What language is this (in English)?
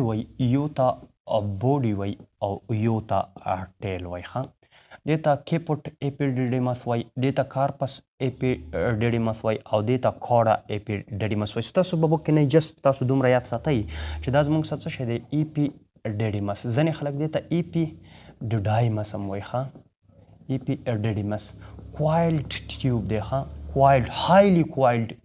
Pashto